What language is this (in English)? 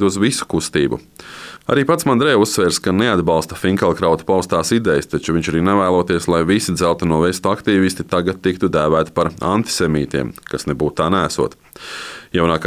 Latvian